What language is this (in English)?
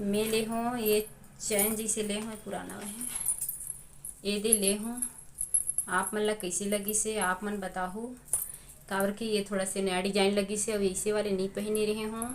Chhattisgarhi